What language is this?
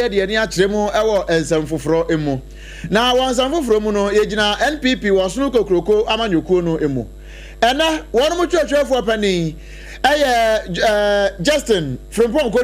Akan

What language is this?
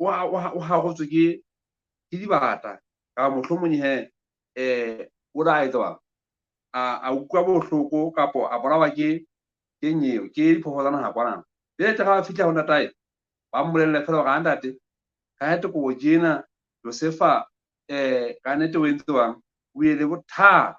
Southern Sotho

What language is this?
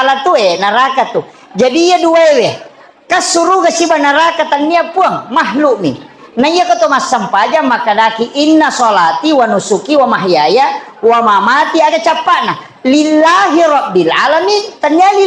Buginese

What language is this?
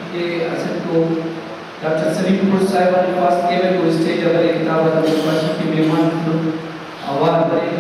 Brahui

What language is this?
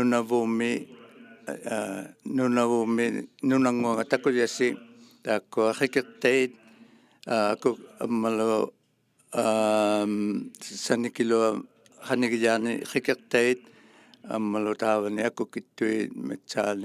Inuktitut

